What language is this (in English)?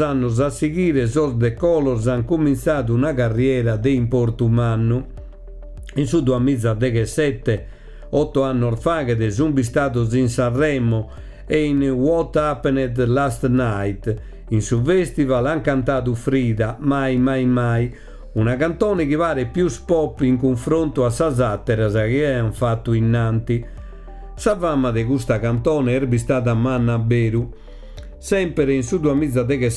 Sardinian